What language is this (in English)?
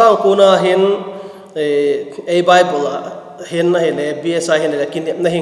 Vaiphei